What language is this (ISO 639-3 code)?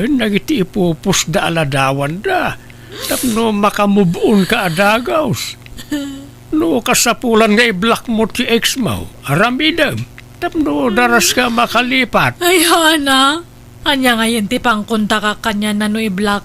ilo